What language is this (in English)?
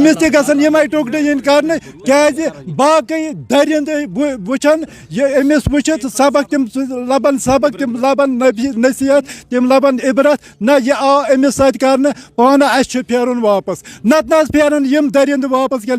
Kashmiri